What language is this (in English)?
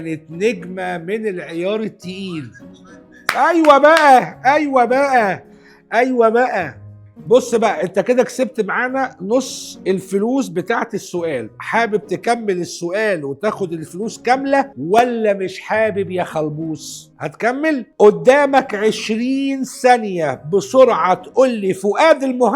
Egyptian Arabic